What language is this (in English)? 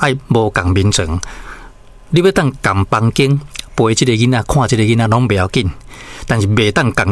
Min Nan Chinese